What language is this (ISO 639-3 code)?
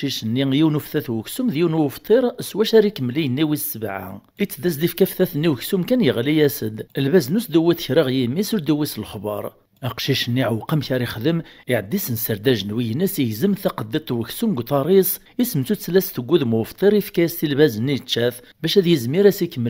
kab